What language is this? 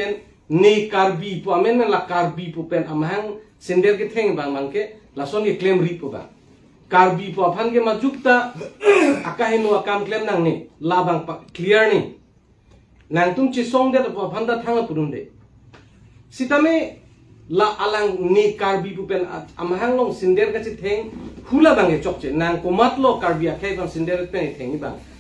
Karbi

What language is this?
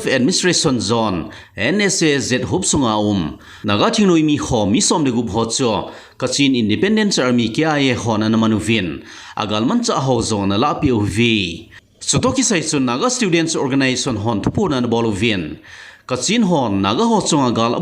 Thado Chin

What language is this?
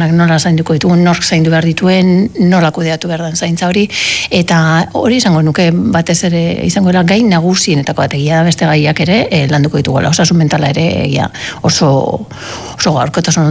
Basque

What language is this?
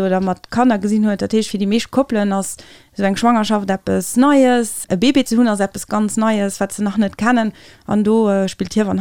Luxembourgish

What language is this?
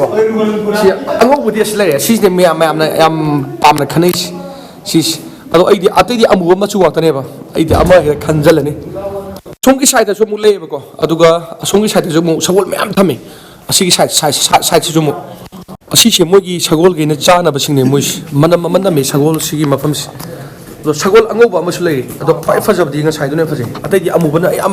Manipuri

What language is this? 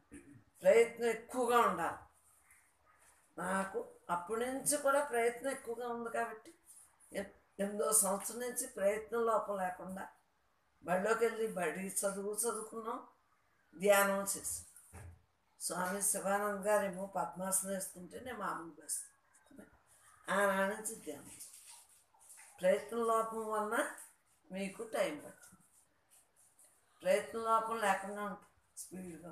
Telugu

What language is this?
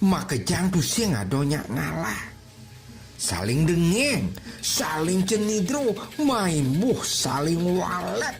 Balinese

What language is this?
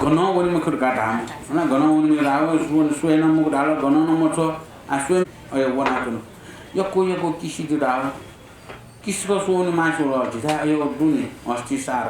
Newari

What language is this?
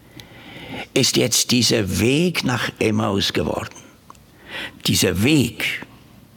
German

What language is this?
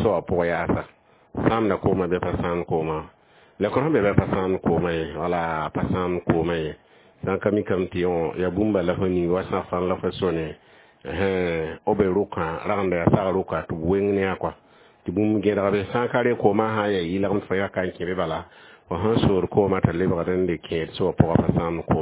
Mossi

